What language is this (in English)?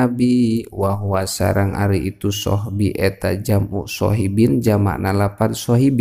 Sundanese